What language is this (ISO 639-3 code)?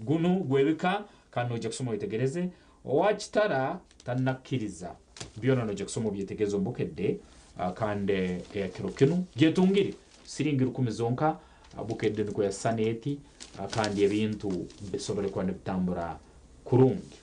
nyn